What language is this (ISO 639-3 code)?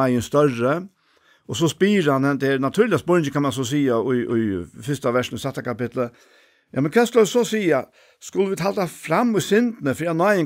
fao